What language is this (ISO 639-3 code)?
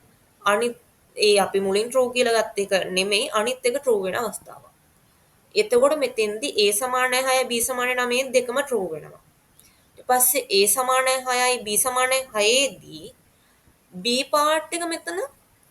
sin